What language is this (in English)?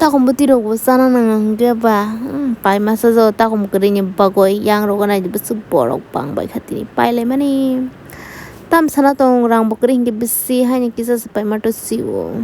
Kok Borok